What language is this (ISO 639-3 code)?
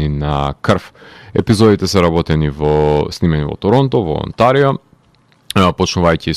mkd